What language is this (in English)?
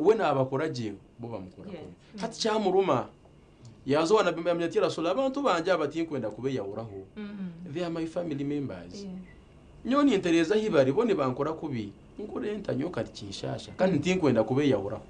Nyankole